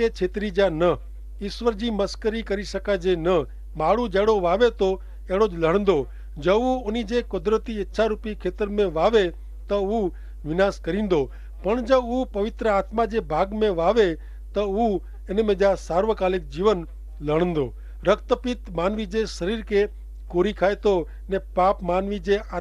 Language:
Kachhi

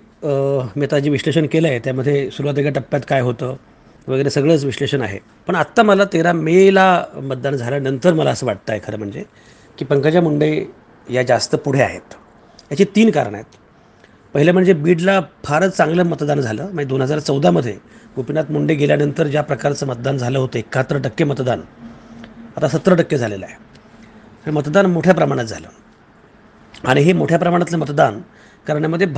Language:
Marathi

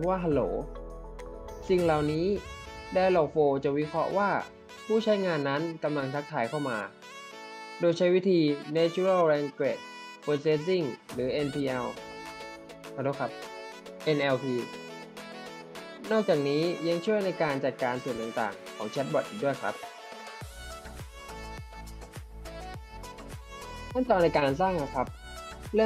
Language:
Thai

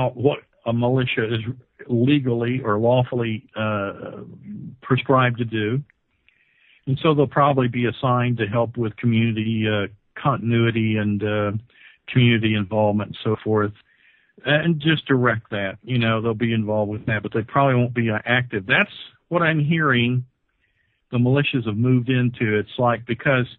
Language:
English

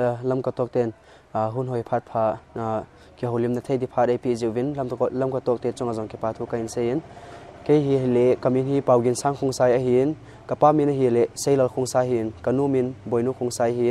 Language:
Paite Chin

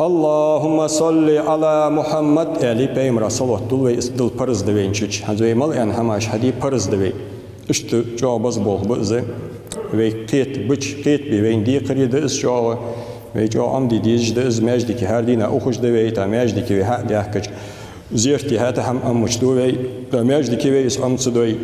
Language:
Ingush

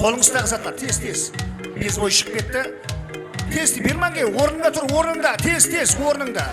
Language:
Kara-Kalpak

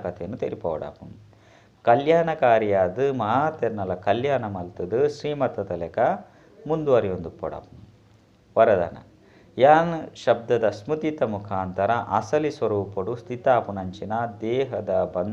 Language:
Tulu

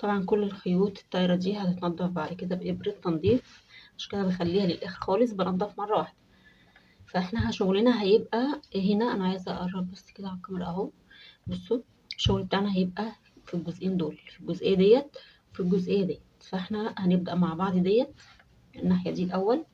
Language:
Egyptian Arabic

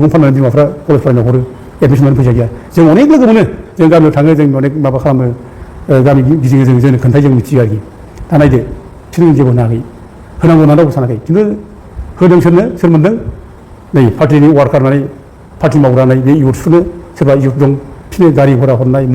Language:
Bodo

